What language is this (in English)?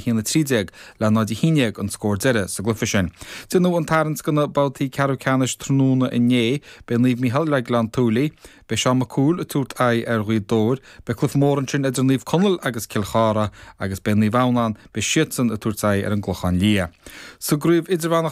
Irish